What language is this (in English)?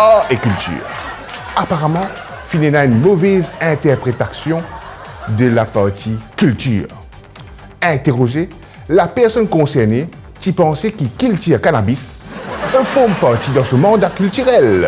Morisyen